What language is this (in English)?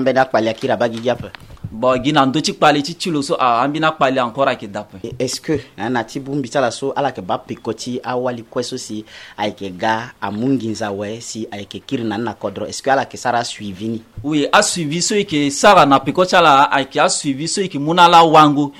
Sango